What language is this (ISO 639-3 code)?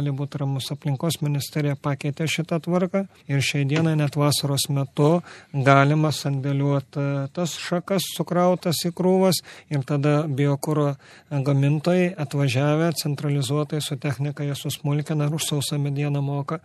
lit